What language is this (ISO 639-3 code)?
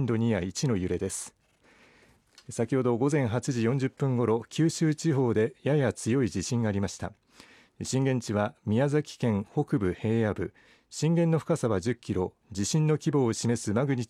jpn